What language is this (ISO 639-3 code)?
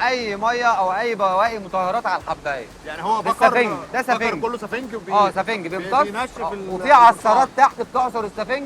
arz